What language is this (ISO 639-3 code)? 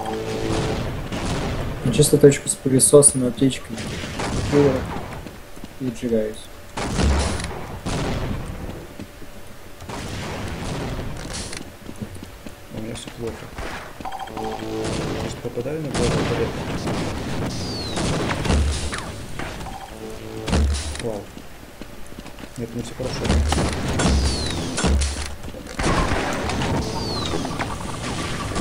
rus